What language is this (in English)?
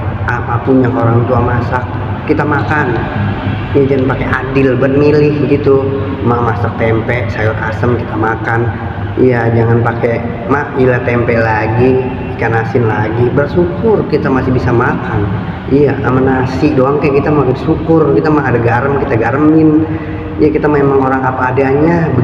Betawi